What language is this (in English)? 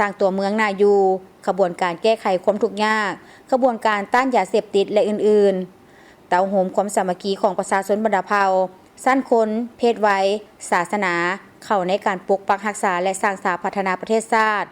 Lao